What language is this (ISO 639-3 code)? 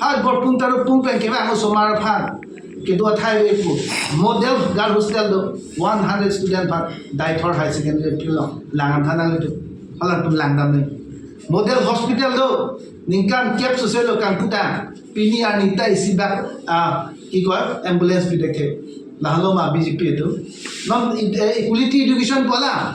mjw